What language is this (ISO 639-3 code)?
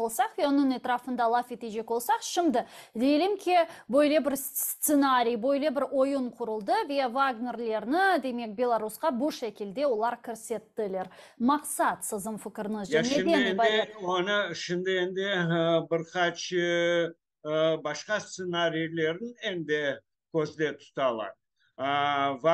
crh